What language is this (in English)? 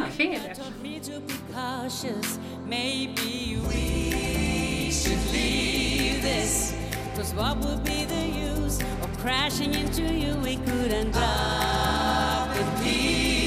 Icelandic